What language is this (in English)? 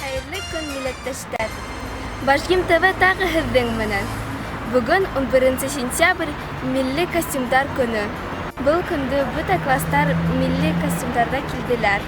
Bashkir